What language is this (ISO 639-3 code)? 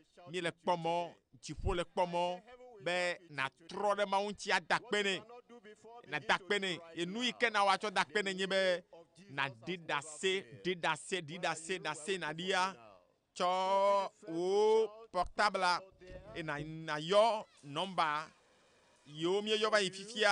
ewe